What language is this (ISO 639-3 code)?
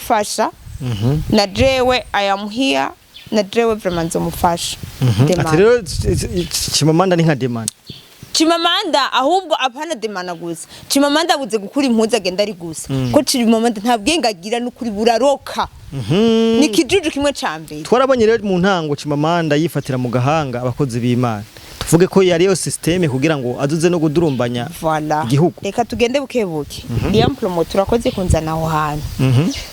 run